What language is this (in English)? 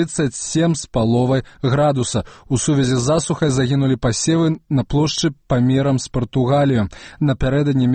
Belarusian